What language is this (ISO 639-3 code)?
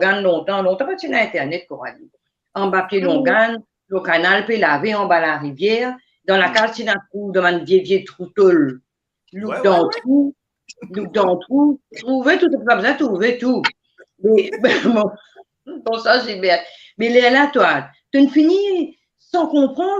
mfe